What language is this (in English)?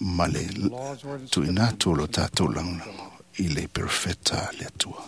Samoan